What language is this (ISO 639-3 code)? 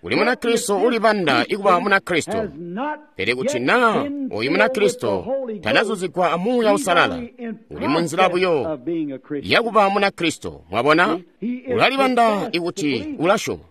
toi